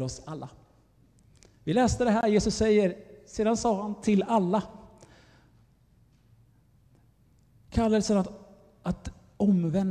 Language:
Swedish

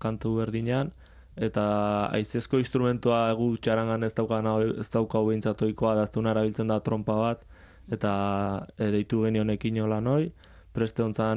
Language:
Basque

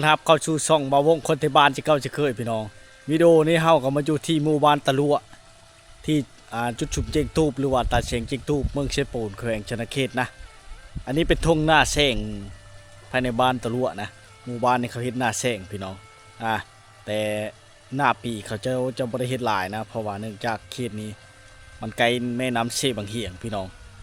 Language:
Lao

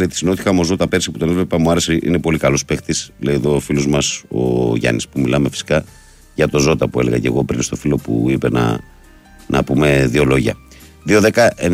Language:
Greek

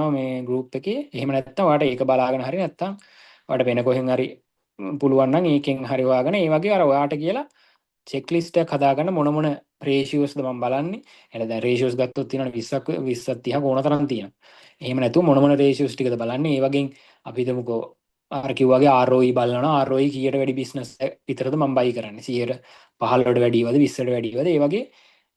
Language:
Sinhala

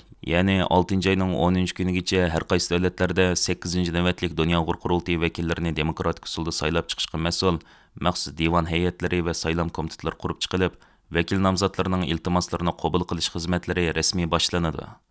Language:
Uyghur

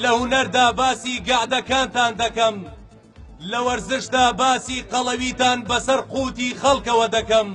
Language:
Central Kurdish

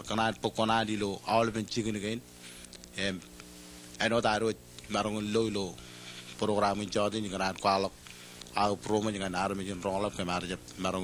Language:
Marshallese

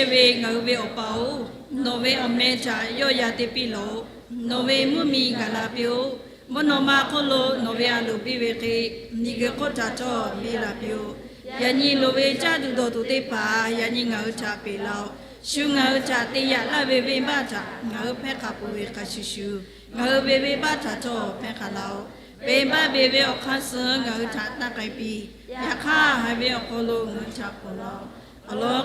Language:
Lahu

